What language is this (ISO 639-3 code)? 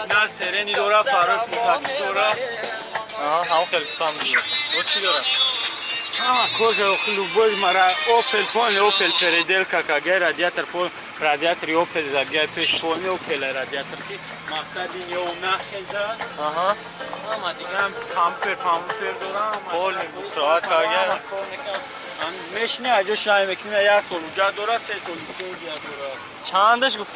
tgk